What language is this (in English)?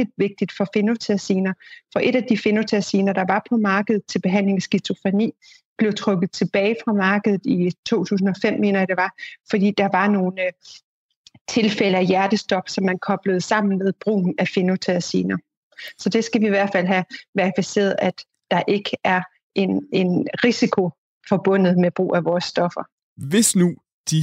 Danish